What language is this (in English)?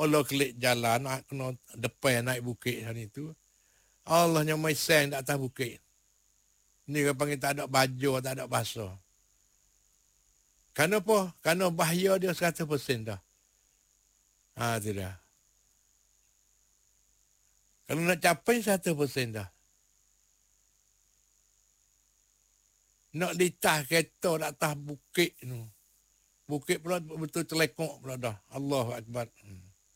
Malay